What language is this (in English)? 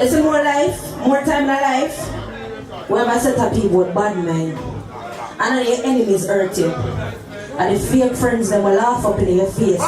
Jamaican Creole English